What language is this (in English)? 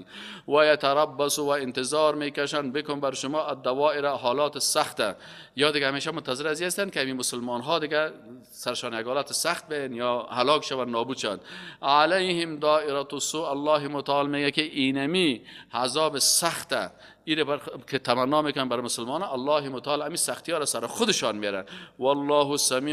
Persian